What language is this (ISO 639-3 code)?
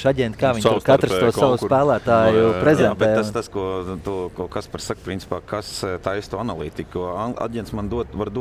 lav